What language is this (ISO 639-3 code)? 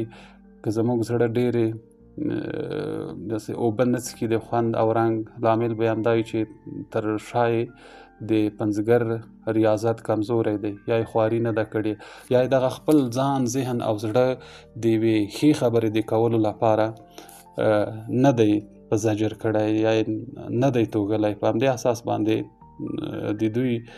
pus